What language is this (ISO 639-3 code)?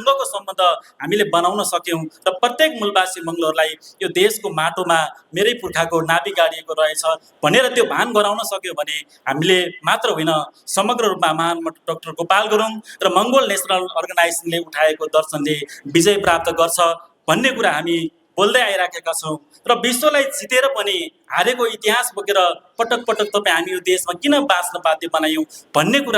nep